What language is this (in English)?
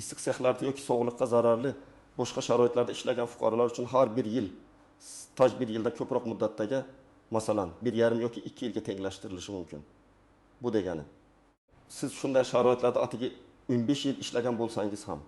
Uzbek